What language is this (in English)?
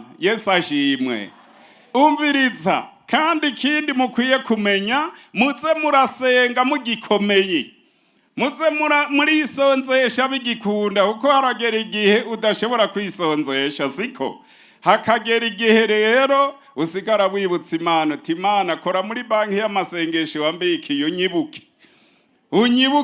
Rundi